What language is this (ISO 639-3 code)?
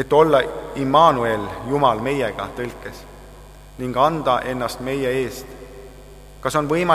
est